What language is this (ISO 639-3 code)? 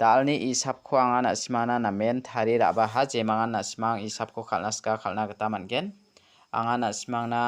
grt